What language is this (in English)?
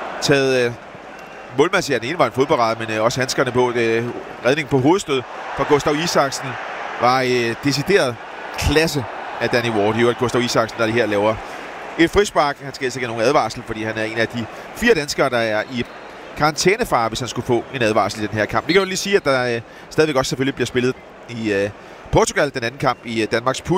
Danish